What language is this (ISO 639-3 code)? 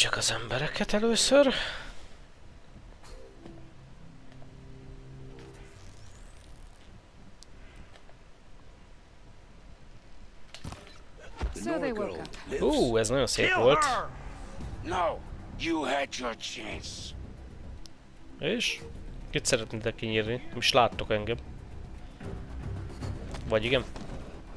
hun